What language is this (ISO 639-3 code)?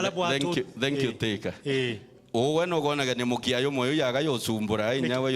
mer